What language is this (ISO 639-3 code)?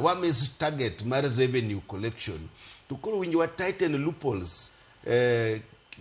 luo